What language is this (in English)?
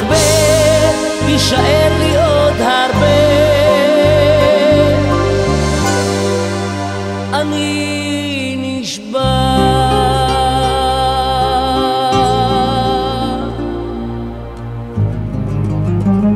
Hebrew